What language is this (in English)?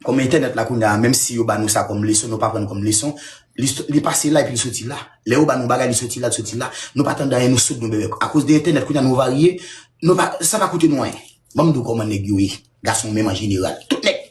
Haitian Creole